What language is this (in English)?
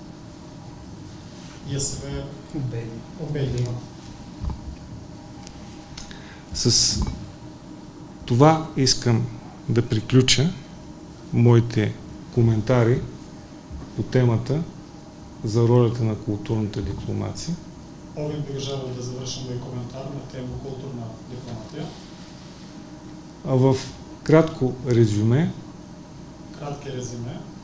Serbian